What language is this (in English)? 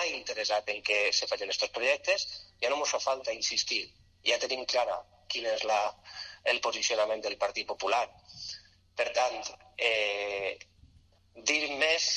Catalan